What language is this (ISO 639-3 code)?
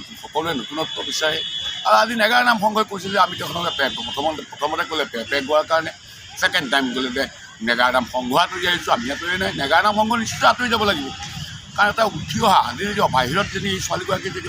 asm